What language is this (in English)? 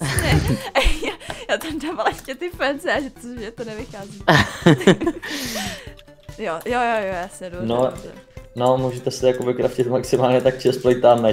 Czech